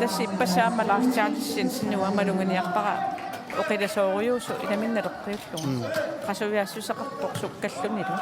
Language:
Kalaallisut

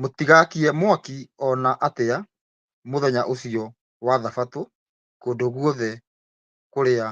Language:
Kikuyu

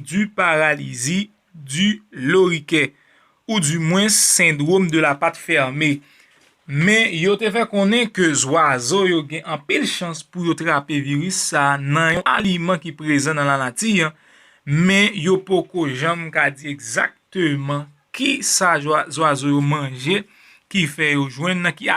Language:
Haitian Creole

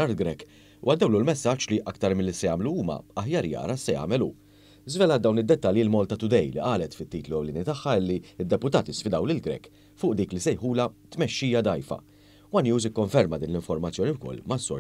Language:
Maltese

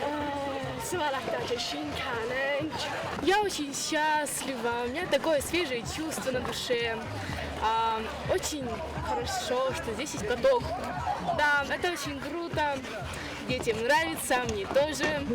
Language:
Ossetic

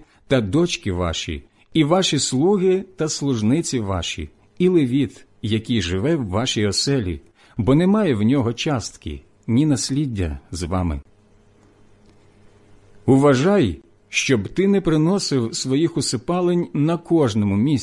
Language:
Ukrainian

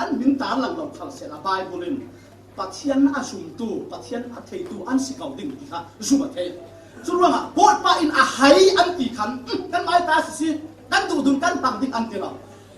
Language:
Falam Chin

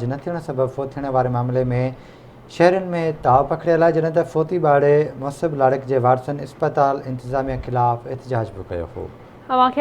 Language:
Sindhi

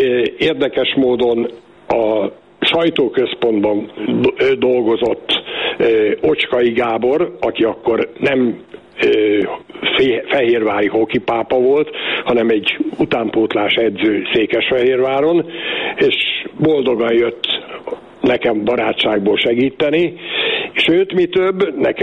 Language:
Hungarian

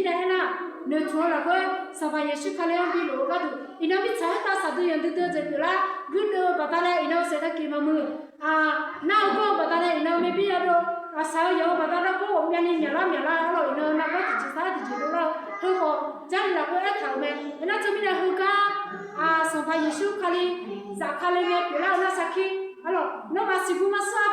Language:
Akha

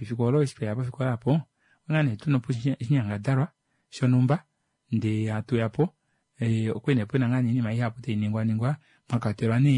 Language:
Kuanyama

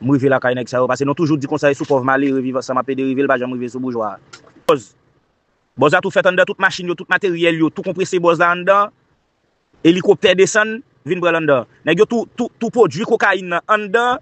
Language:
Haitian Creole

